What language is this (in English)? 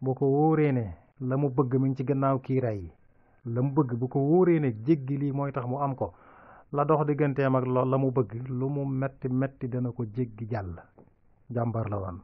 Wolof